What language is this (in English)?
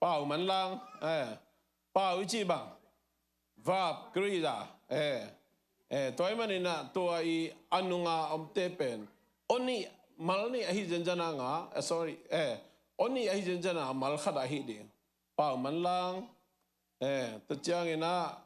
Tedim Chin